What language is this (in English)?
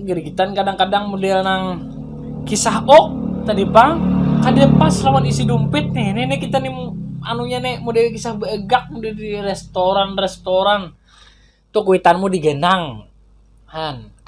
Banjar